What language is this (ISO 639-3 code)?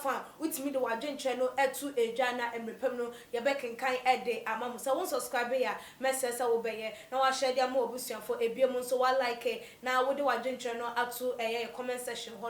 aka